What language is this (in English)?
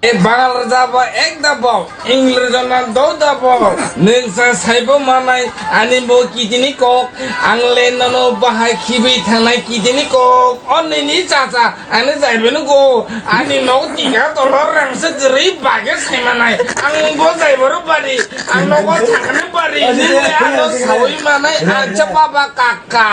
Kok Borok